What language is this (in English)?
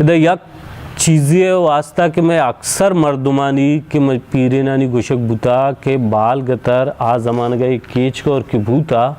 Baluchi